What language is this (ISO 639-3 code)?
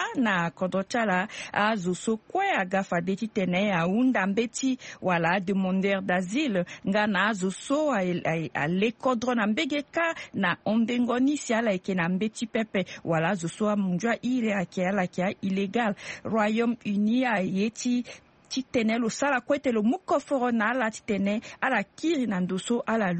sag